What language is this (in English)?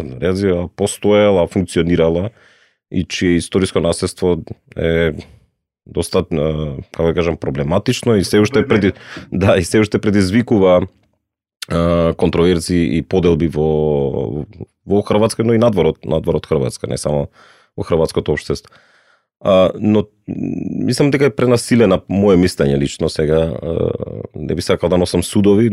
Macedonian